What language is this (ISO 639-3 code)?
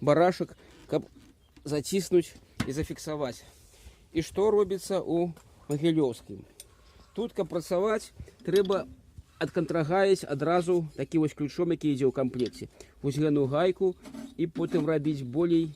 bel